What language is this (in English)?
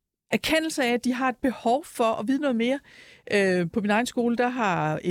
Danish